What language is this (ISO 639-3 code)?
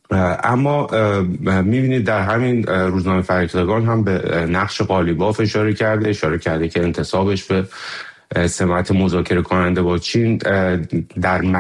fas